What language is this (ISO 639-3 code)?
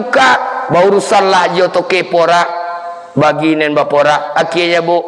min